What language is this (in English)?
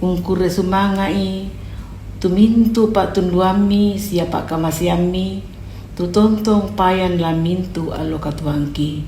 Toraja-Sa'dan